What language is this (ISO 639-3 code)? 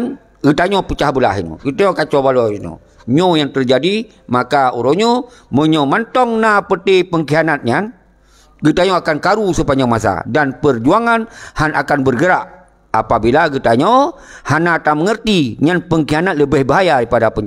ace